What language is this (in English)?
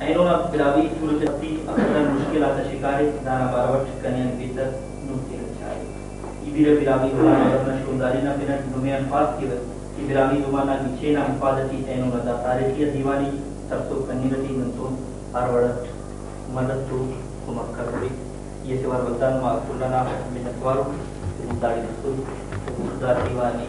Brahui